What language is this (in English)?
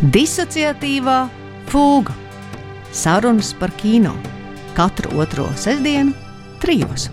Latvian